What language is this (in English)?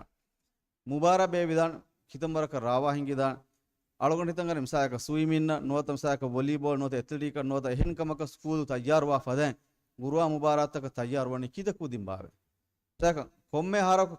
Divehi